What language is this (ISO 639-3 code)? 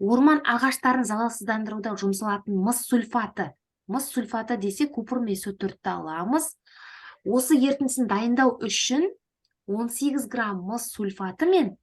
kaz